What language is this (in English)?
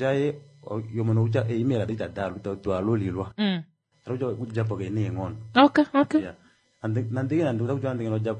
Kuanyama